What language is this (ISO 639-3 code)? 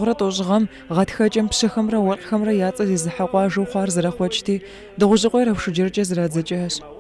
kbd